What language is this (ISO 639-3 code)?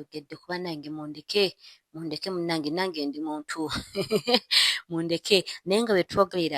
lug